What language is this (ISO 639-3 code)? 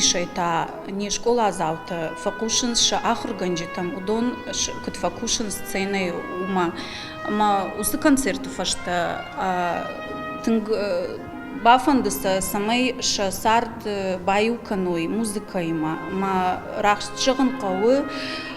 oss